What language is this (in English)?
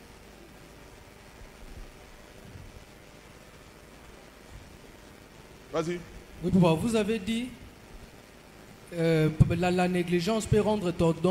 French